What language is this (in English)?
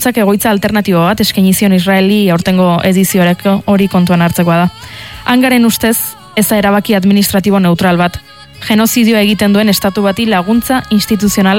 Basque